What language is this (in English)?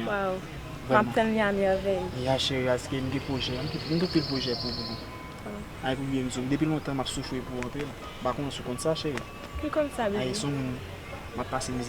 Haitian Creole